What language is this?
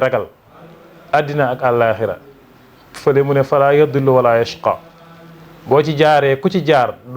Wolof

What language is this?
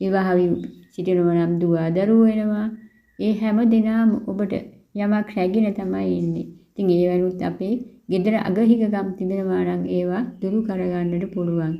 Sinhala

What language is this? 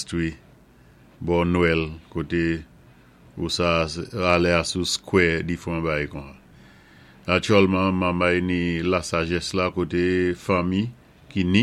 Saint Lucian Creole French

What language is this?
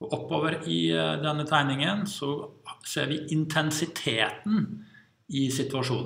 Norwegian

